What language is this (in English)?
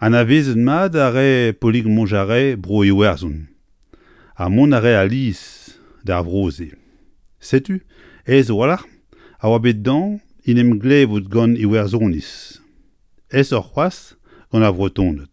Breton